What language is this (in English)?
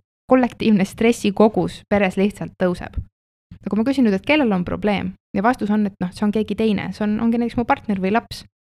Estonian